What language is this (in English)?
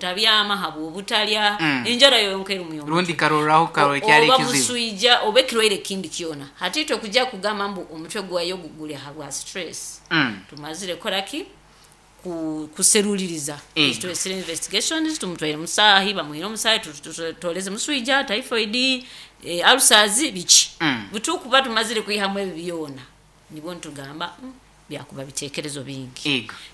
Nyoro